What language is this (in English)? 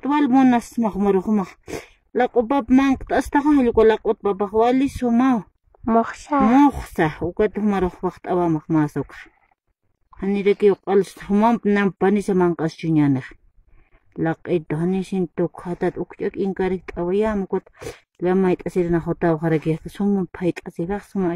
Aymara